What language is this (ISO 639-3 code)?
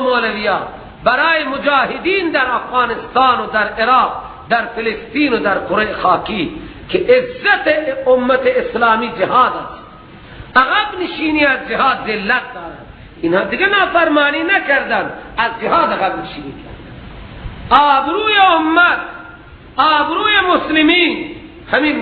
fas